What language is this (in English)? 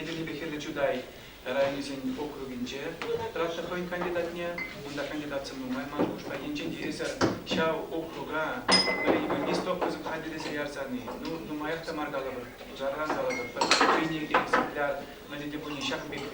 Chuvash